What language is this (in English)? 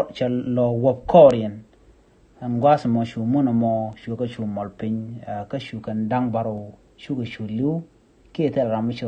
Nuer